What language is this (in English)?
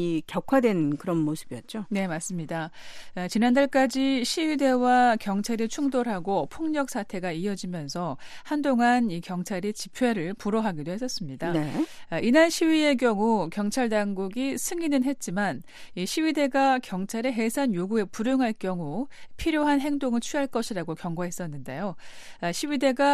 Korean